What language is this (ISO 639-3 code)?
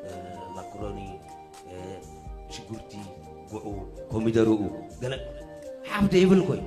tir